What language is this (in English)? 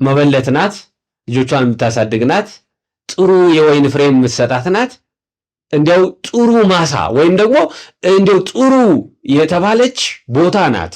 Amharic